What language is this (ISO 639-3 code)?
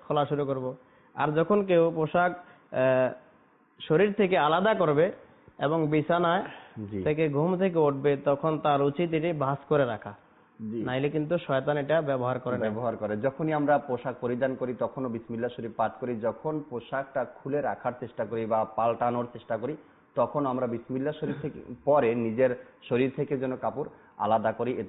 ben